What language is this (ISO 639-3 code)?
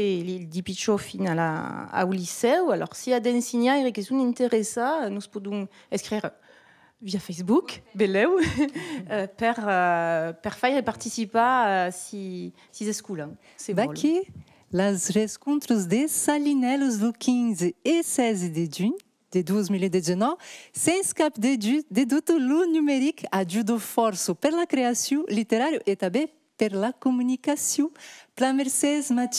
oci